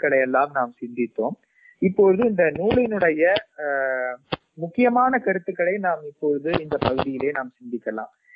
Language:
Tamil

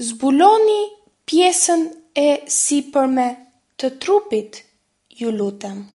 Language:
Albanian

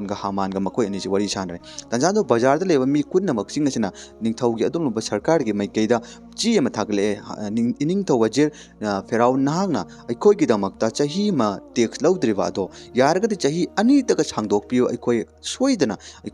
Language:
Manipuri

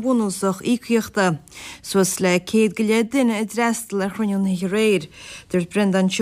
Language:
Irish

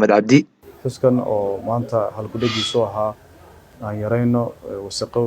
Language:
Somali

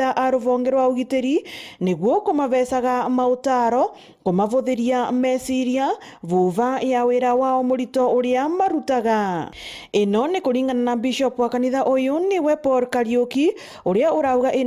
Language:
Meru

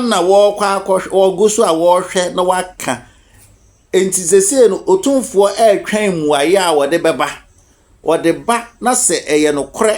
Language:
Akan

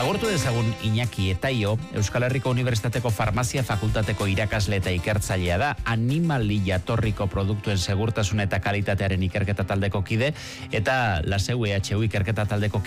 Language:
Basque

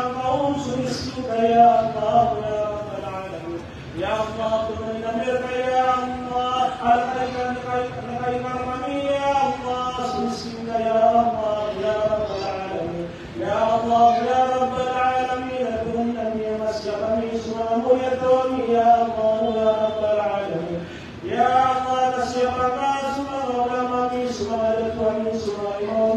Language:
Maranao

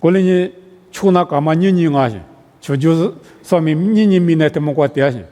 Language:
Lisu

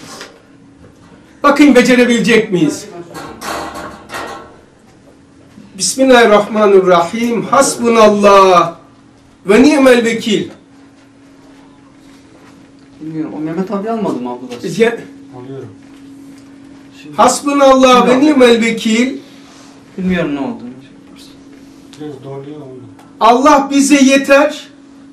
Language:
Turkish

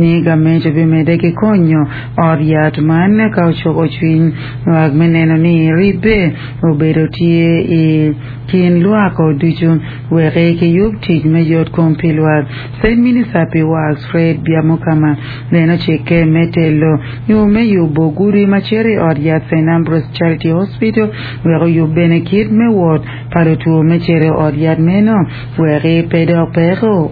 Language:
Acoli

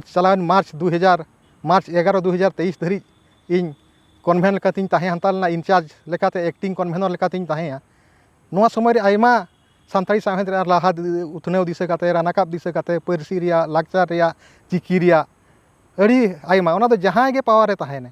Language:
Santali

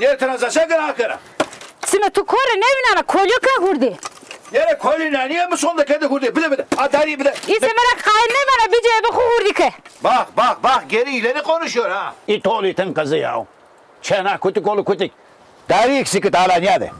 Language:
Zaza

